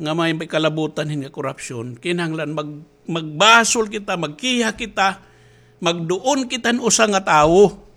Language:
Waray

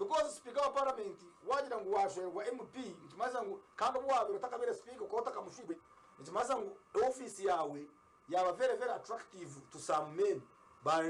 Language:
Nyankole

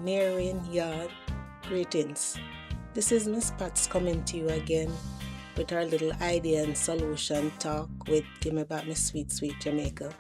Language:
Jamaican Creole English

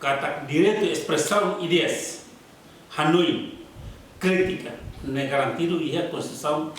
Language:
Tetum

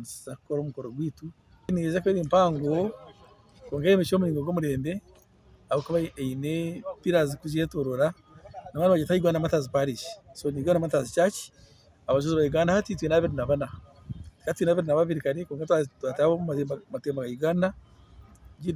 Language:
Nyankole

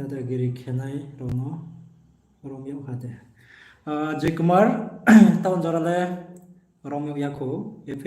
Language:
Riang (India)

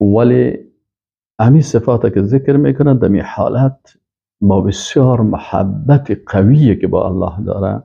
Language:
Persian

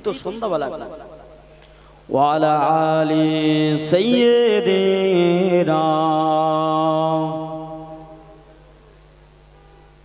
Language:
Bangla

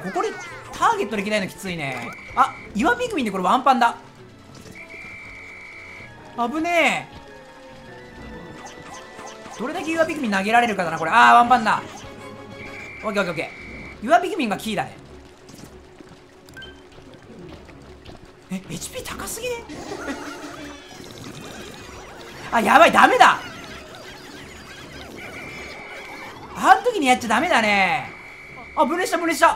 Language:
Japanese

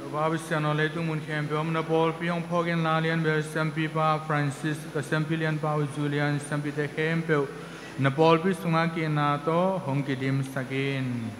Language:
Tedim Chin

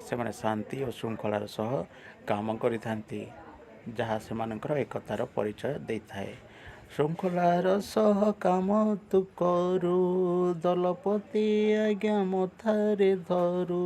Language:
Odia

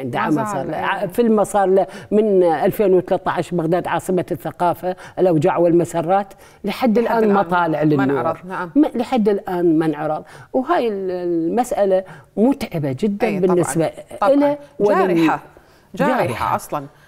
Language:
Mesopotamian Arabic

